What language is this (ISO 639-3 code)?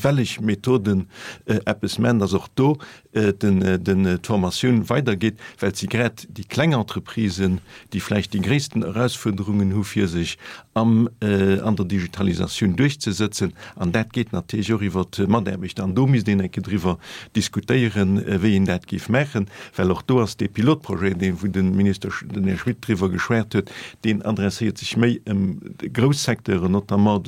ltz